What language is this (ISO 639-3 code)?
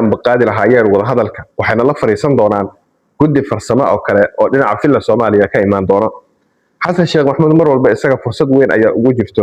som